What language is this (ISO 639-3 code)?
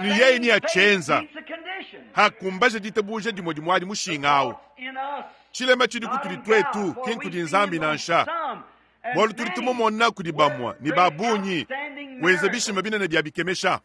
lua